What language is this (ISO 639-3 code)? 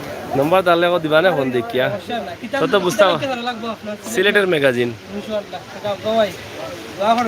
syl